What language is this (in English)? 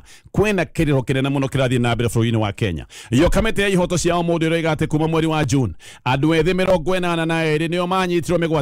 Kikuyu